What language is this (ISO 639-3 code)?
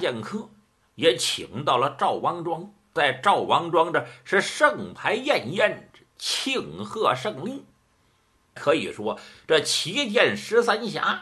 zho